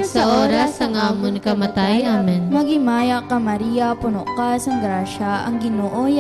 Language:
Hiligaynon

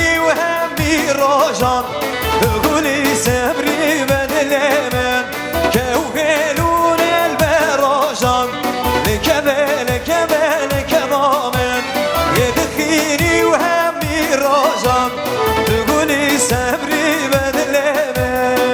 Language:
Kurdish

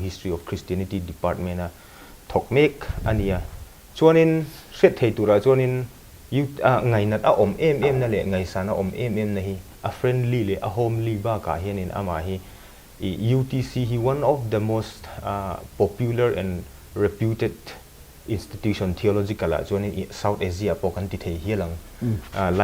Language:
Mizo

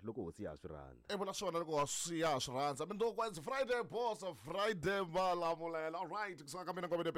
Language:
Tsonga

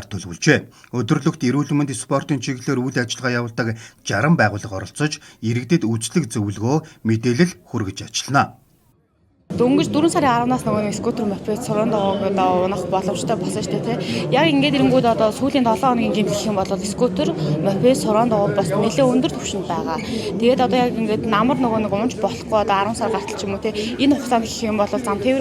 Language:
Mongolian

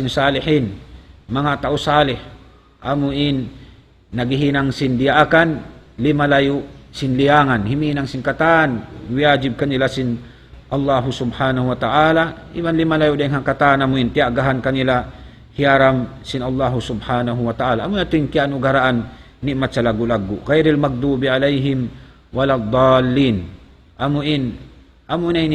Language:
Tausug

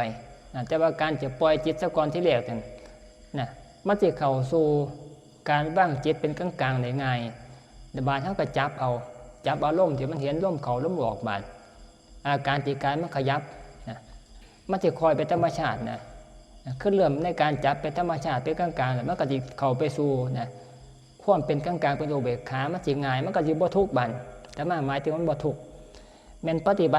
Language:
Northeastern Thai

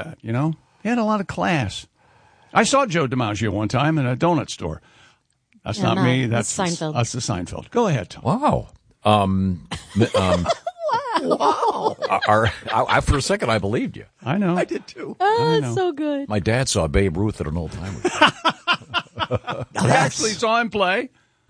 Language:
English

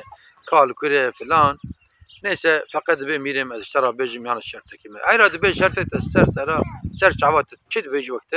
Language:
Kurdish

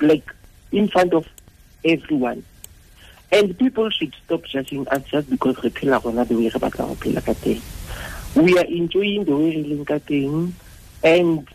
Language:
Tswana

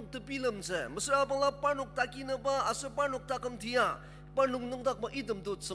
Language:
Ao Naga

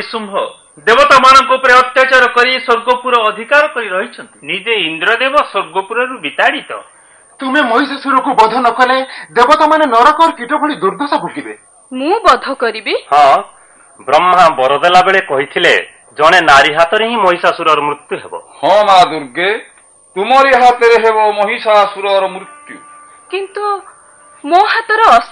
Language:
Odia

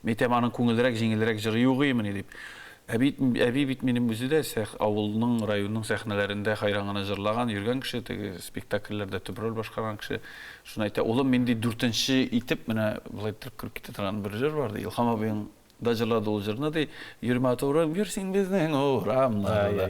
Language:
Tatar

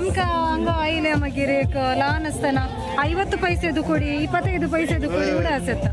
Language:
Konkani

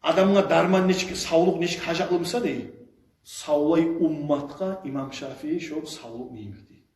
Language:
Kumyk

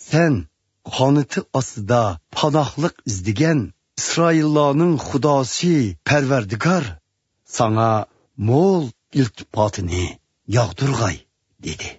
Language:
Uyghur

